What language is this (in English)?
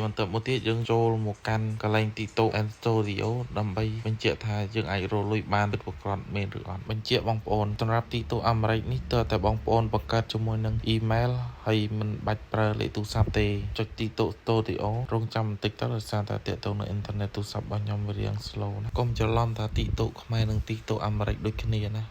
Khmer